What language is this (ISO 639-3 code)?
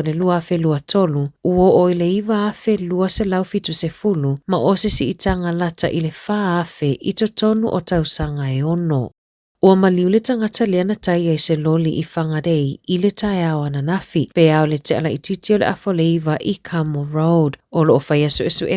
smo